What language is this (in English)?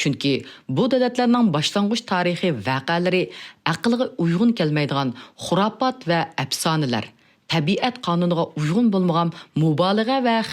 Uyghur